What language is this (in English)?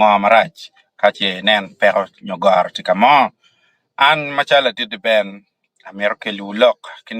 Acoli